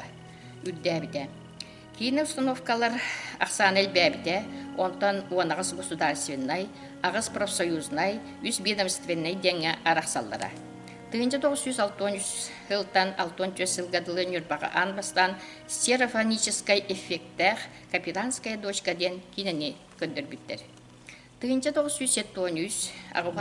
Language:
Yakut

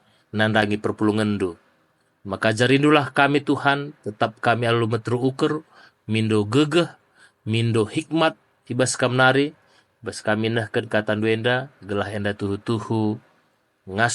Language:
Batak Karo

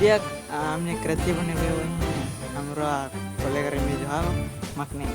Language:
Tetum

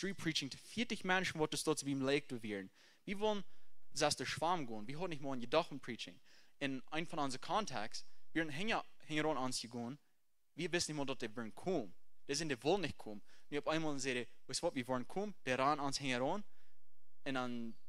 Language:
Plautdietsch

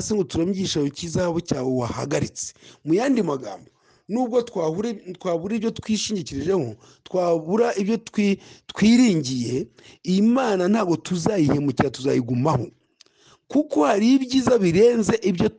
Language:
Kinyarwanda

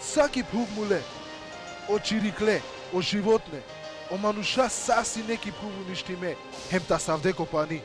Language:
Balkan Romani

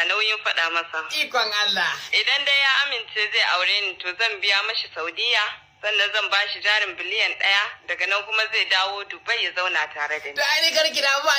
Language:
Hausa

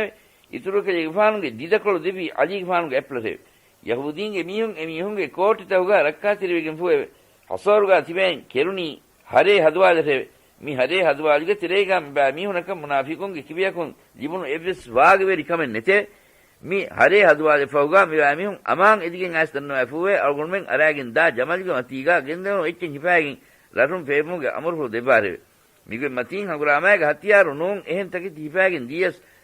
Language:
Divehi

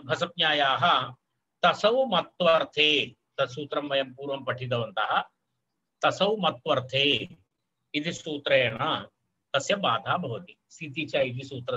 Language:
Sanskrit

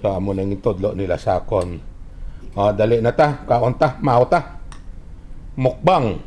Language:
Hiligaynon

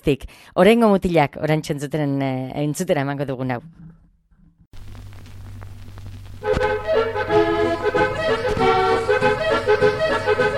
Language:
Basque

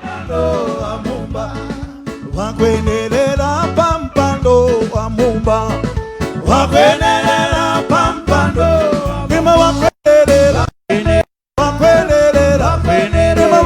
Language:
Tumbuka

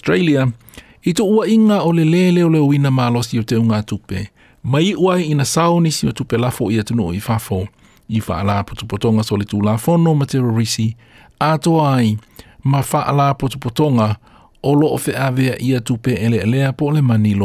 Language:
Samoan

